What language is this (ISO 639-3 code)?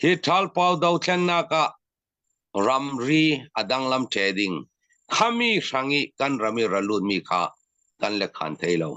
cfm